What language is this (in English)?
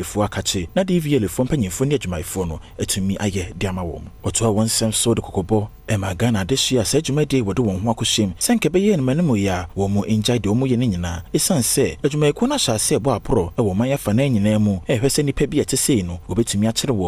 Akan